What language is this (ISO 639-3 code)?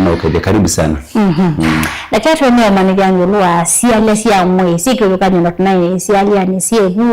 kam